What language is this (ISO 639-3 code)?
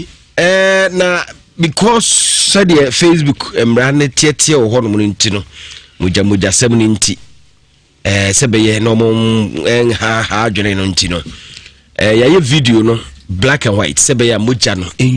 aka